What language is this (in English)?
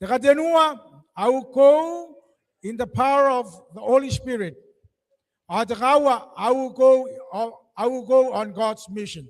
Gilbertese